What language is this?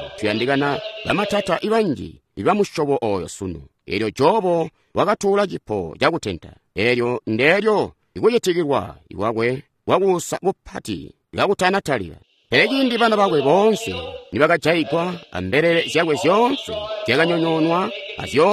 Tonga (Zambia)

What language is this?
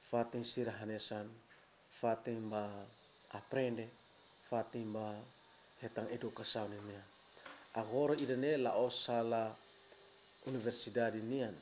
Tetum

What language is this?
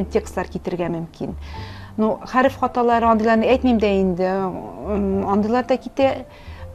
Tatar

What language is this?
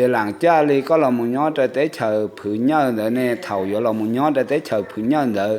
Hmong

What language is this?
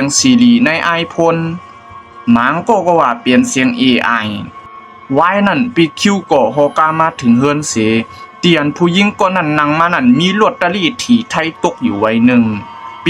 Shan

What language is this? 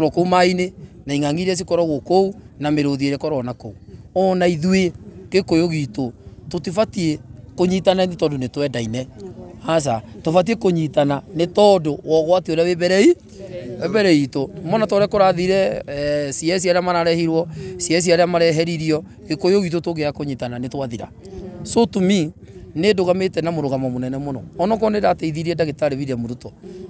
Kikuyu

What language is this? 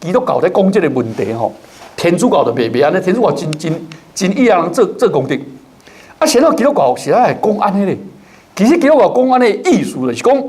Min Nan Chinese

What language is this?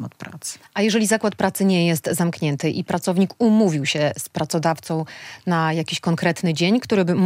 Polish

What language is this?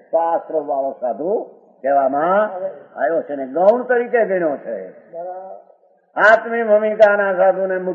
Gujarati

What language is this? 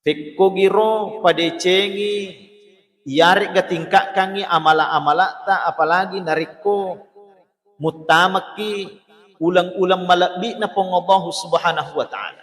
Buginese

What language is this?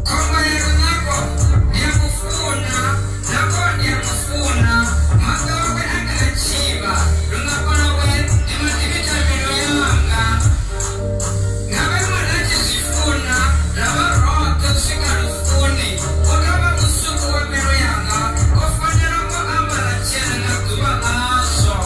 Venda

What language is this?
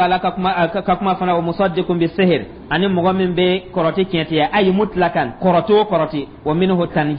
Dyula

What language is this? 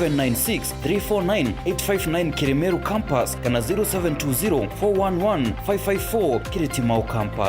Meru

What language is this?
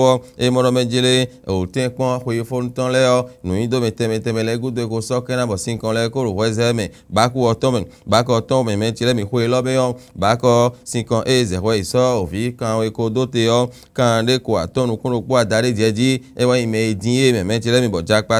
Fon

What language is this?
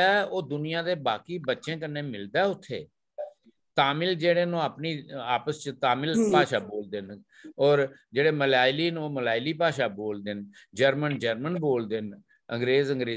Dogri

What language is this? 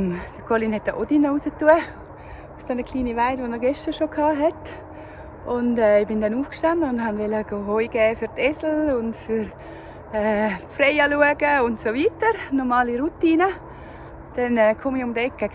Swiss German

